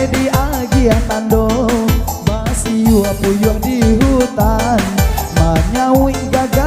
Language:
Minangkabau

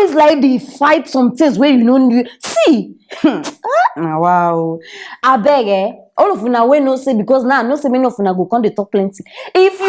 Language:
Nigerian Pidgin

